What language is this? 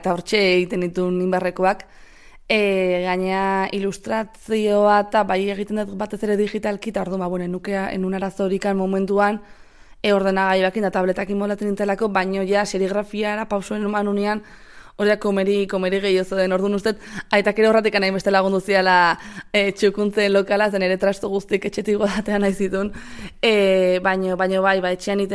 Basque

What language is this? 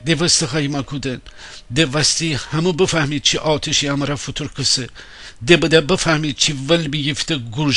Gilaki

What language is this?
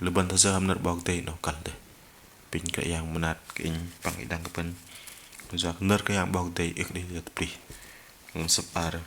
Bahnar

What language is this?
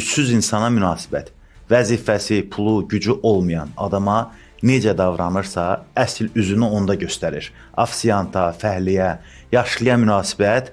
Azerbaijani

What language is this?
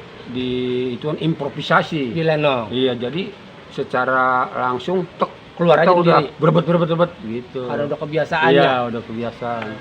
Betawi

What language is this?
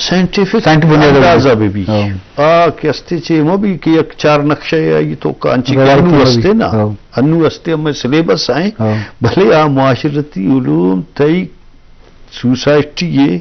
Eastern Balochi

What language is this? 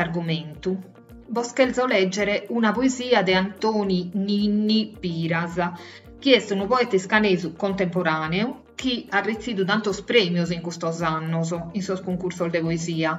Sardinian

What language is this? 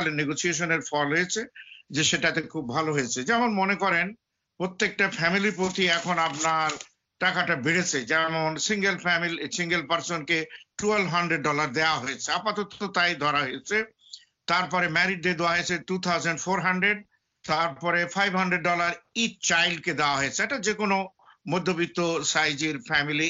Bangla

